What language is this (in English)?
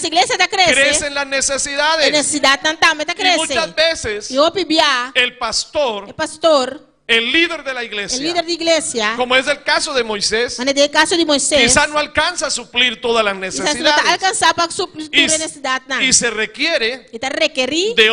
Papiamento